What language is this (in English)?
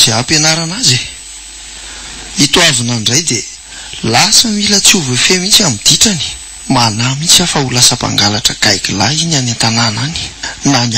Malagasy